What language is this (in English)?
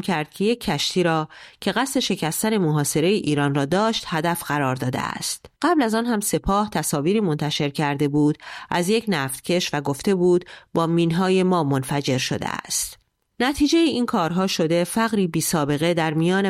Persian